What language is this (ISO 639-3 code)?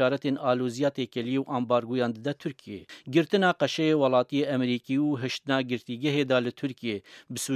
kur